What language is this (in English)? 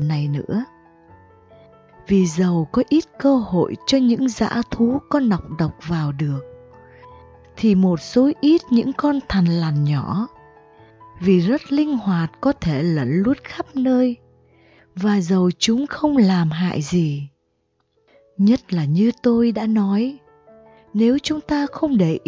Vietnamese